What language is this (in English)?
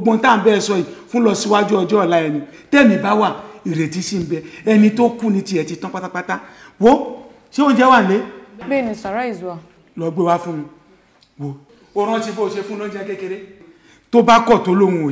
Yoruba